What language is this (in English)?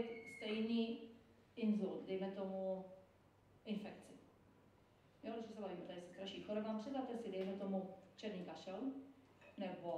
Czech